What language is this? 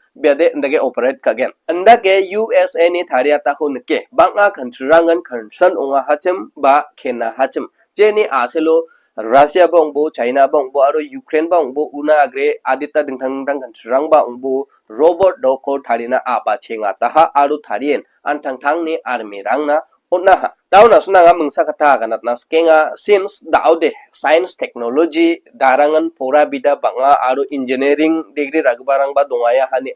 Garo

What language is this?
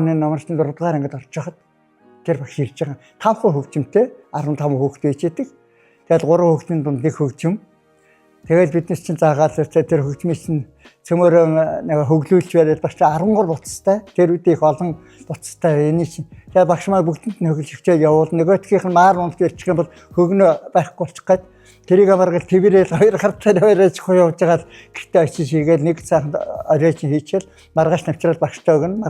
Mongolian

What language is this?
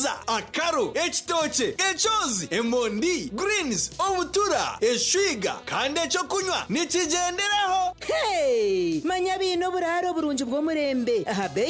Nyankole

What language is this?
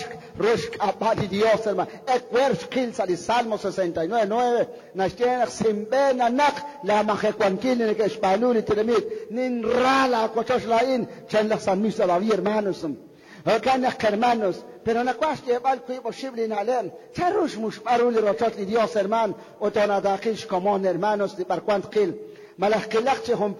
Kekchí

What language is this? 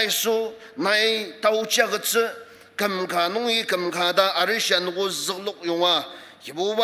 Ao Naga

